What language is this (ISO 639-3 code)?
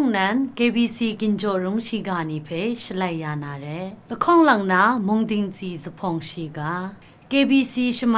kac